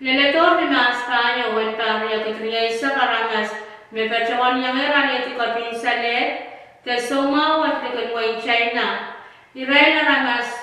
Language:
Pohnpeian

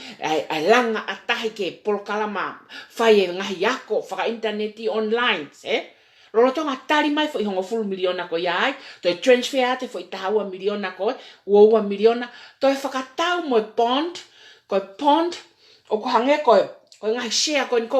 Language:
Tongan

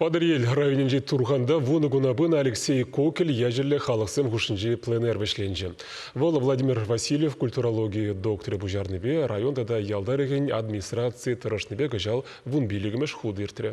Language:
Chuvash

